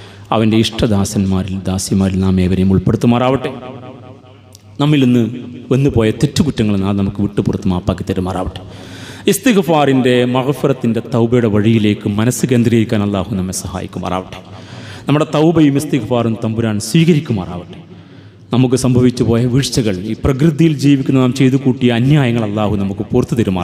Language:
Malayalam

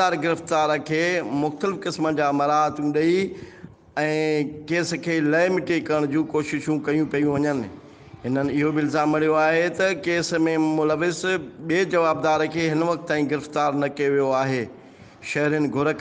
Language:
Sindhi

